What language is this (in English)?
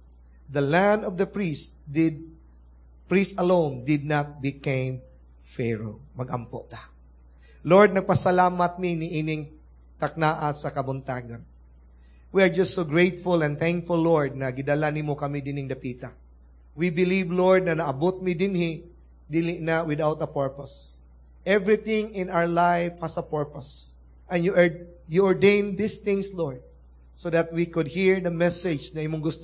Cebuano